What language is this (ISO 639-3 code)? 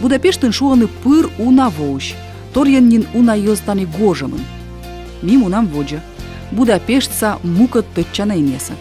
kom